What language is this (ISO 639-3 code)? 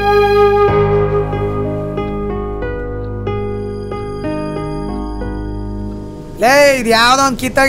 kan